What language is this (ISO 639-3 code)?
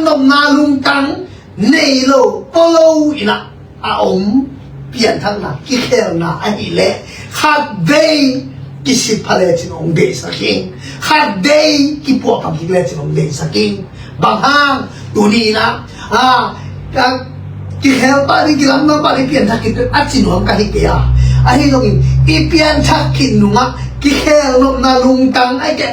ctd